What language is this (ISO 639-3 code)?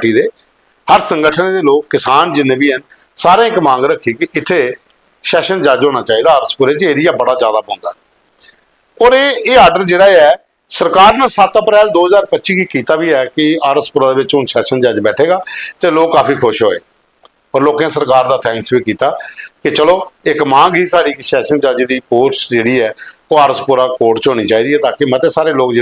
doi